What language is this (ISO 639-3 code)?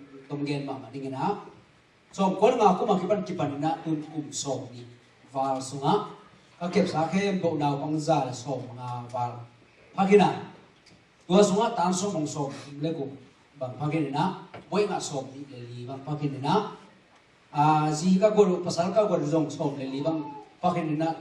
ctd